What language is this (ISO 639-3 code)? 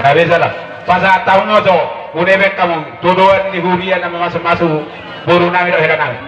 bbc